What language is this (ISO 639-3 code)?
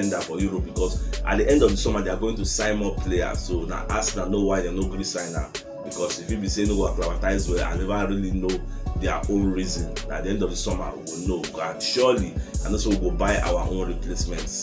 pcm